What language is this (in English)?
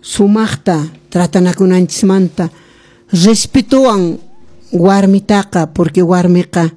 Quechua